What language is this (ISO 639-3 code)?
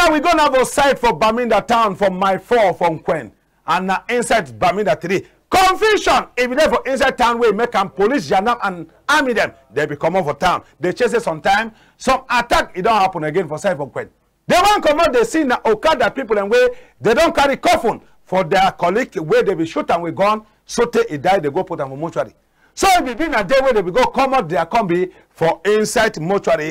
wes